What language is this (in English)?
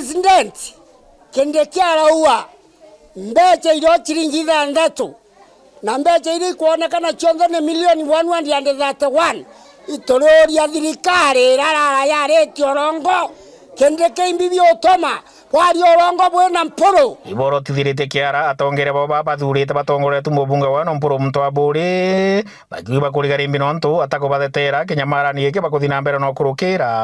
Meru